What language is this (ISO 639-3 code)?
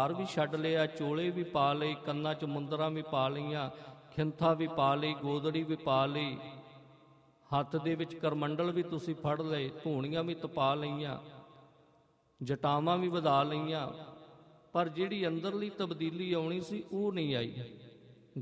pan